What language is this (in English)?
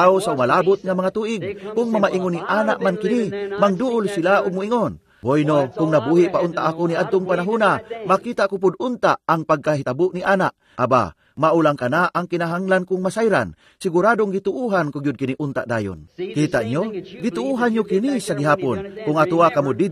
Cebuano